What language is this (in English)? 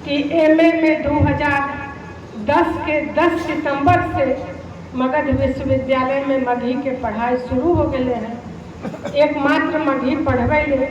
Magahi